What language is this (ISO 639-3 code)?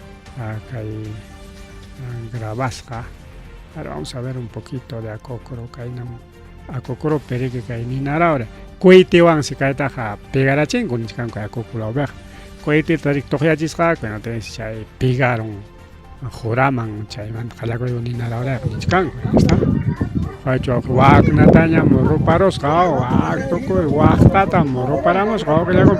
quy